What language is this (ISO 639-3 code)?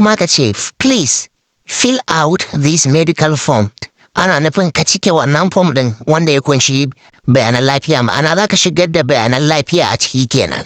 hau